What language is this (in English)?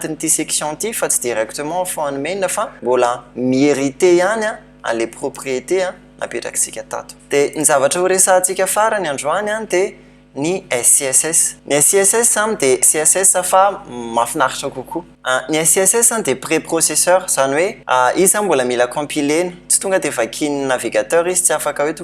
Malagasy